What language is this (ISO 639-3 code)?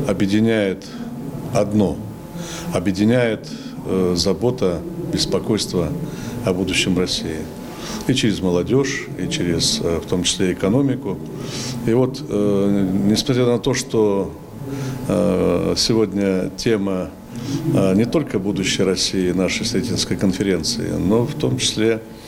rus